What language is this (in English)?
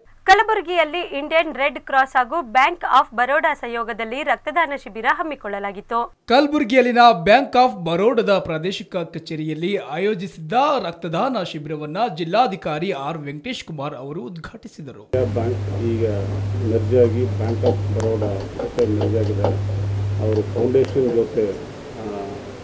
Kannada